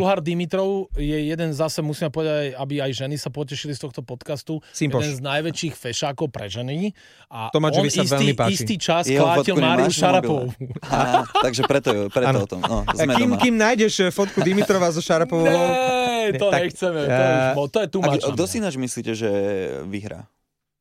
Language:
Slovak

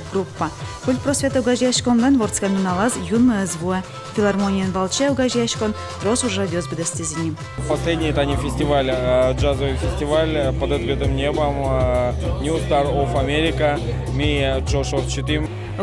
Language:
Udmurt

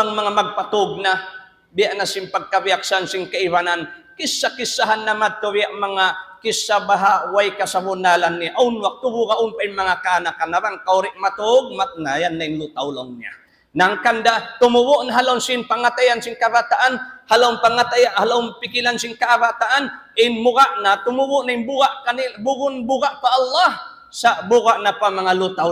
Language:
Tausug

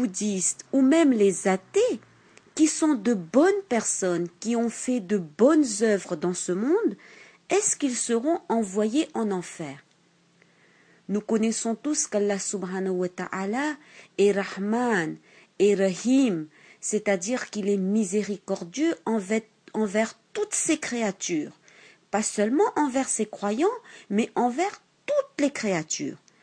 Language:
French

